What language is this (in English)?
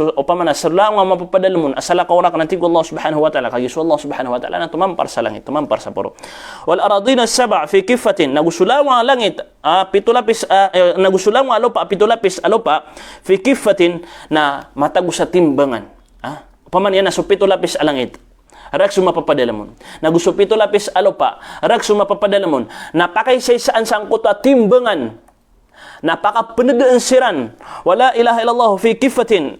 Maranao